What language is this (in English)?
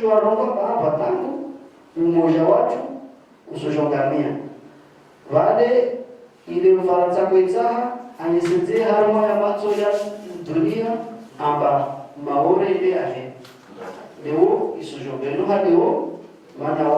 Ngazidja Comorian